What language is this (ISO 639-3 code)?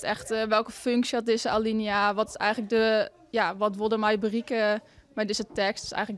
fry